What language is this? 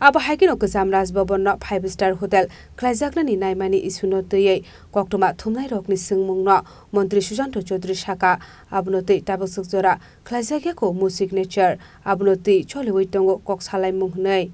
Kok Borok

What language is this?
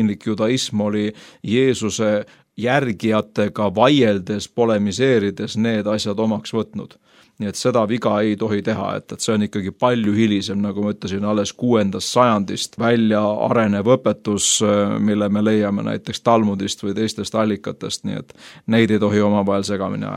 Estonian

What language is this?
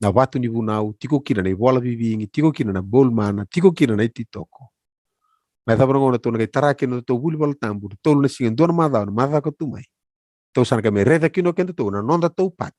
Fijian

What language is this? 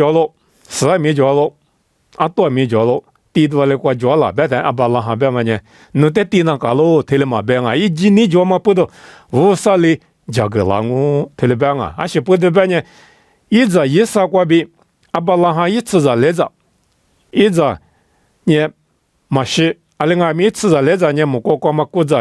Lisu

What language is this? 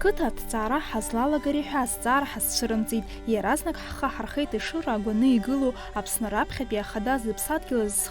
Abkhazian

